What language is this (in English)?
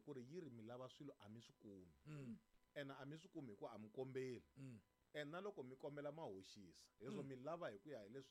Tsonga